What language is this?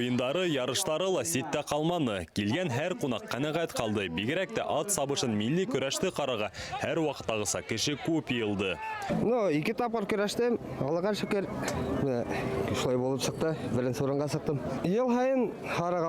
Bashkir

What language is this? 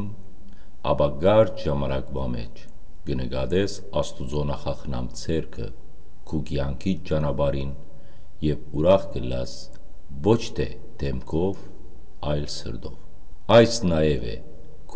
Western Armenian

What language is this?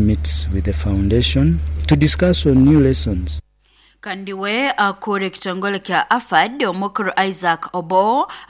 Nyoro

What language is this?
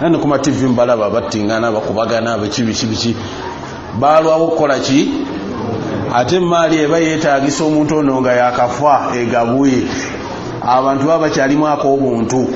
Ganda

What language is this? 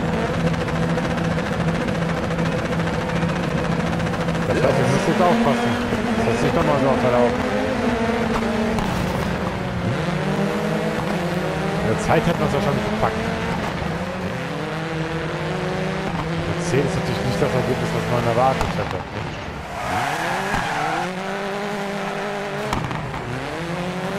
German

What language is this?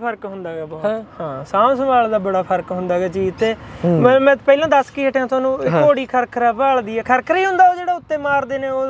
Punjabi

